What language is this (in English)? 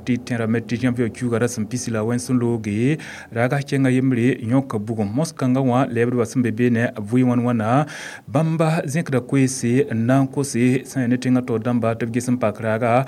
Mossi